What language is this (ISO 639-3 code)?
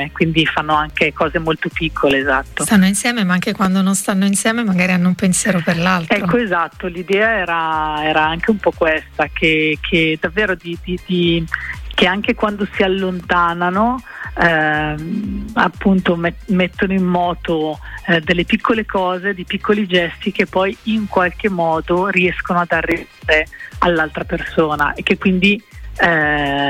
ita